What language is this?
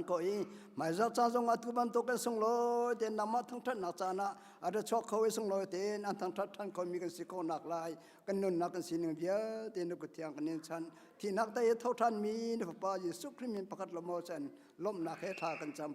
Hakha Chin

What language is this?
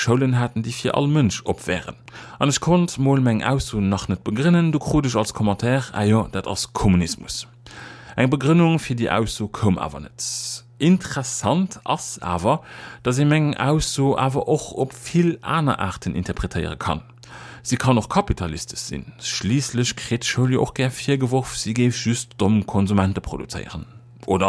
Luxembourgish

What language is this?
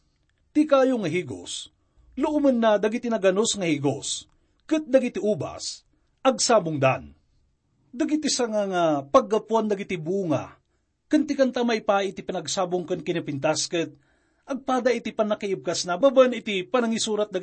Iloko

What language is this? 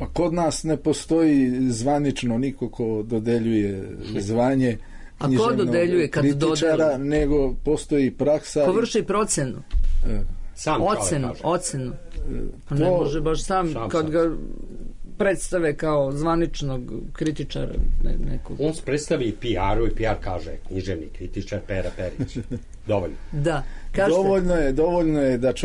Serbian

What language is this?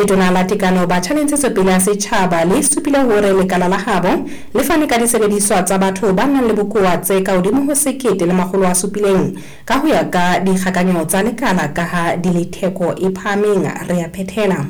Southern Sotho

